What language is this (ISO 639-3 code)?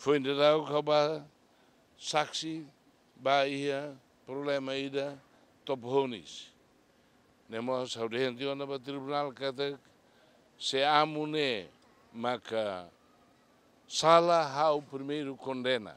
tet